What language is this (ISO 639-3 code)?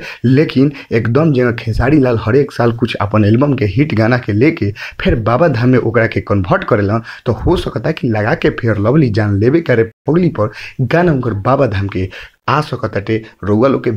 bho